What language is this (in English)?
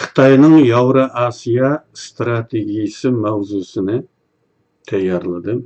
Uyghur